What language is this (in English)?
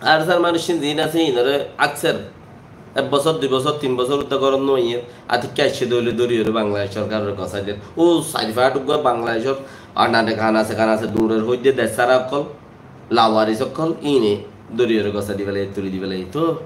Rohingya